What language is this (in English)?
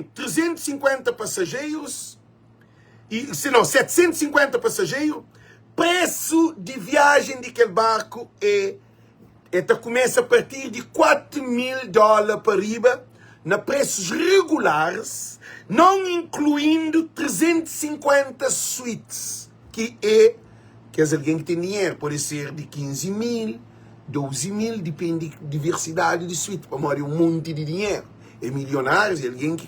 Kabuverdianu